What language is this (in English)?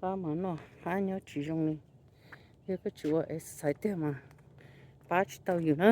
Hmong